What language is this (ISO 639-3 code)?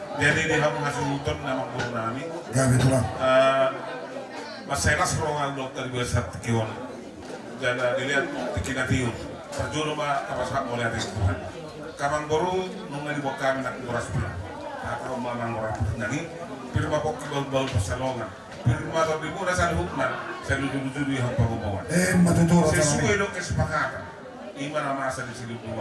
bbc